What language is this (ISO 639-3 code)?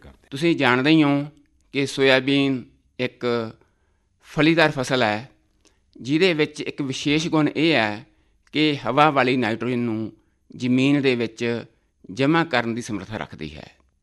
pan